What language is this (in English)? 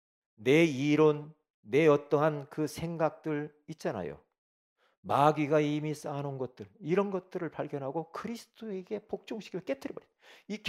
Korean